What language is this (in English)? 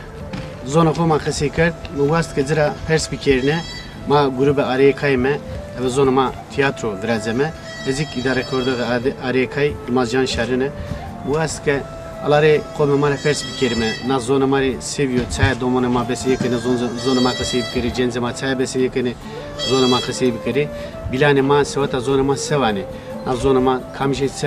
Zaza